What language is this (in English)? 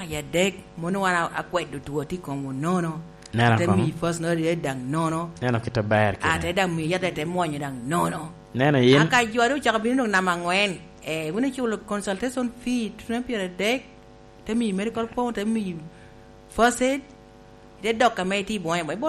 Lango (Uganda)